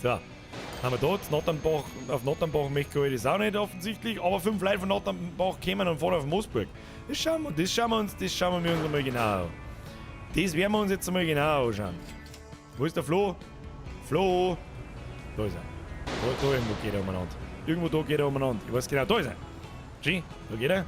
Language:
Bavarian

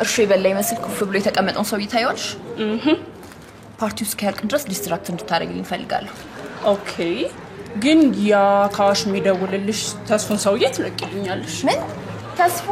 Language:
Amharic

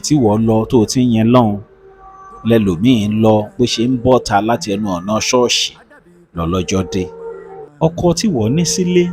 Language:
Yoruba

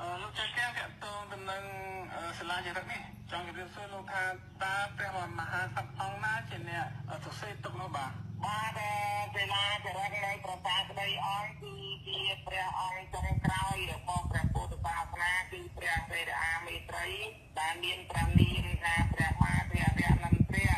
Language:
Khmer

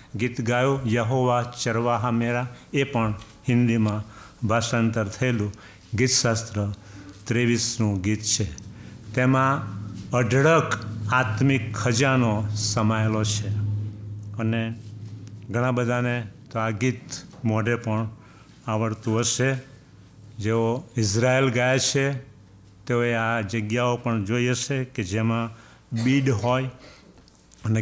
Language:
Gujarati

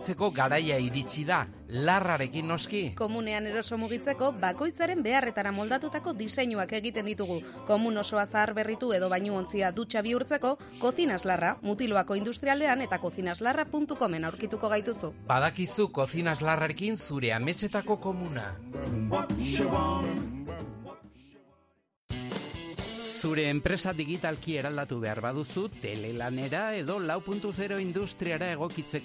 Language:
Basque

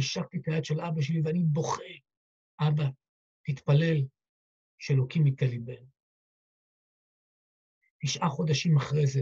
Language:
Hebrew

